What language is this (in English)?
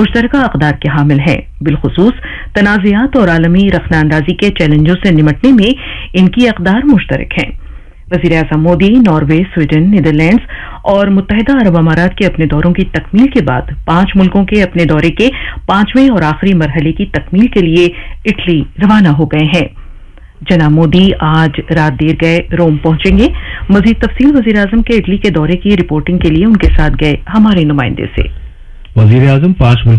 Urdu